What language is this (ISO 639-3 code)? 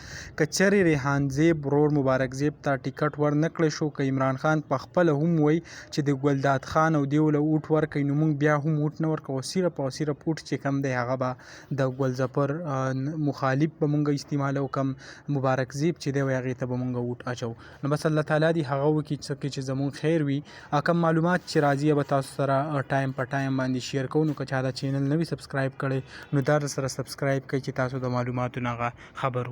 pus